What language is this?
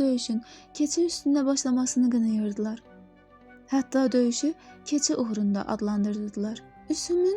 Azerbaijani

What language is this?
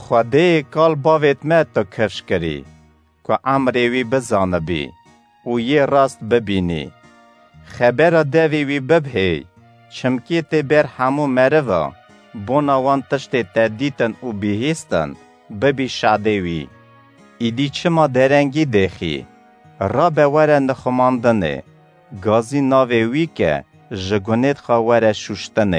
Kurdish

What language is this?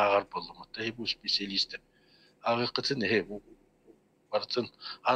Yakut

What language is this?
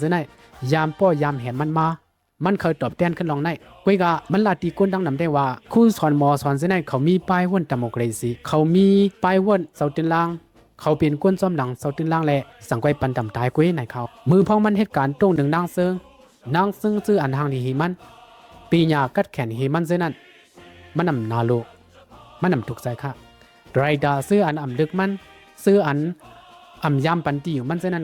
Shan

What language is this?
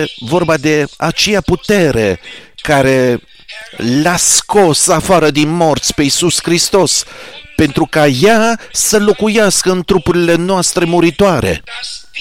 Romanian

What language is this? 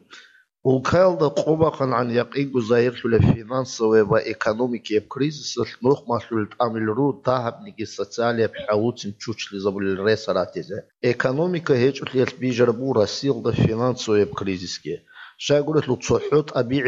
Avaric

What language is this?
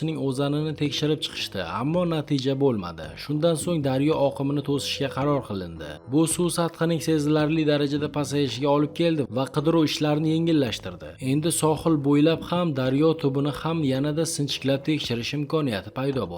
Uzbek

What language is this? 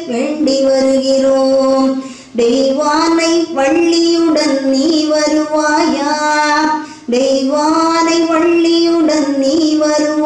Tamil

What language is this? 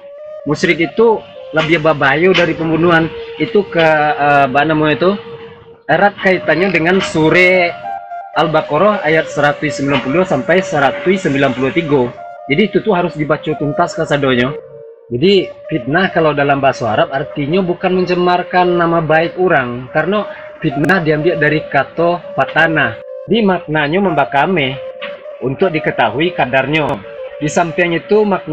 Minangkabau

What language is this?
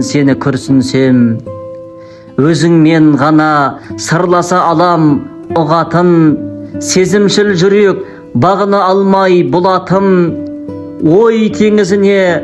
Kazakh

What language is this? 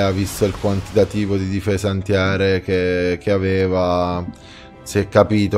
Italian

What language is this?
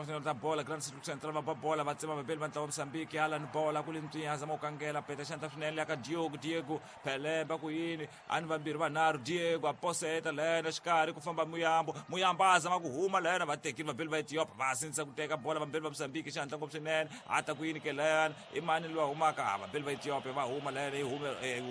Tsonga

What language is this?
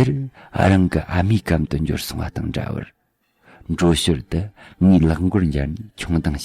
Tibetan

